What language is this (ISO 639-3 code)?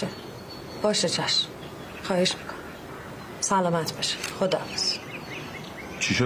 fas